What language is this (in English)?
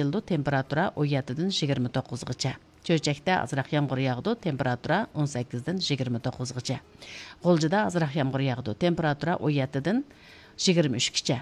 Uyghur